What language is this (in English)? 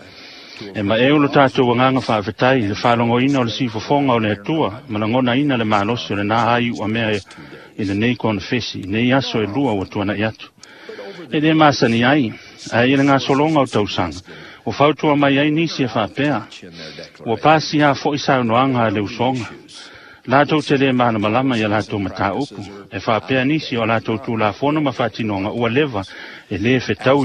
Samoan